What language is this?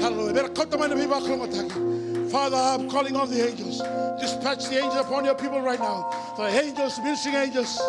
Fijian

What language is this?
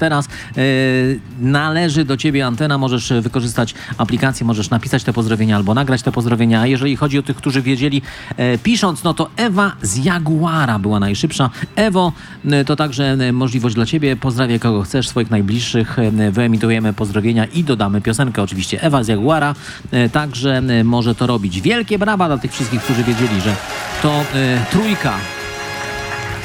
Polish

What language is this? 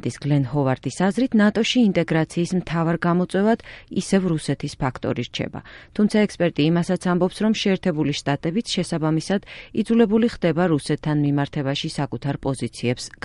Georgian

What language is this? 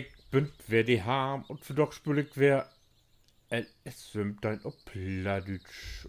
Low German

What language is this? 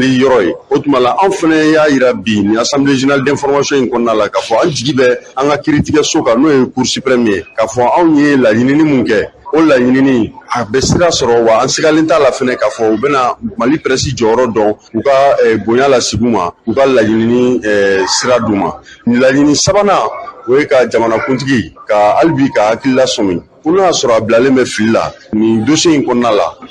Bambara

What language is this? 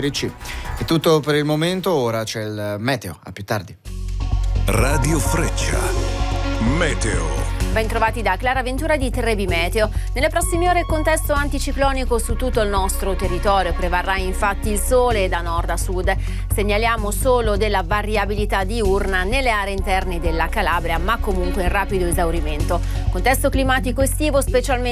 Italian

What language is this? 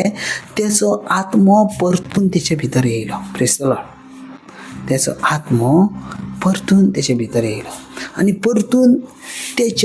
Konkani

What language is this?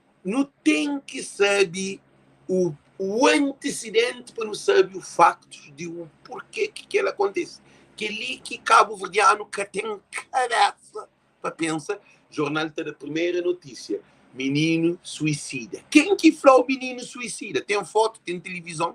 Kabuverdianu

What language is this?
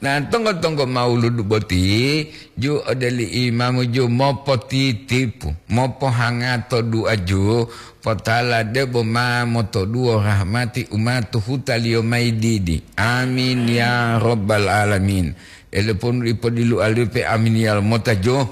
Gorontalo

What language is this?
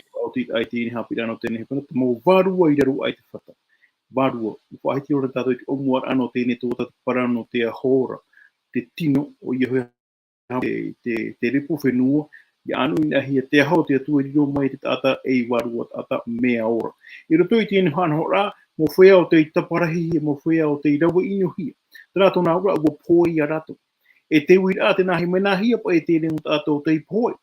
Tahitian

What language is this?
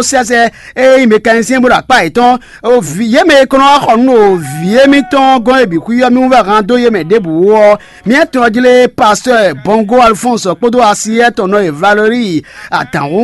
Fon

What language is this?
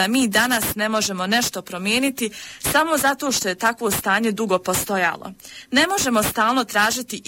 Bosnian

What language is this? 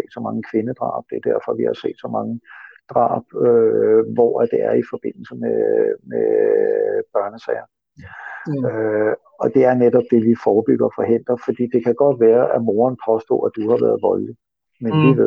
Danish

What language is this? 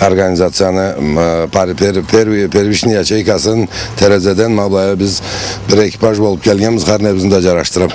Karachay-Balkar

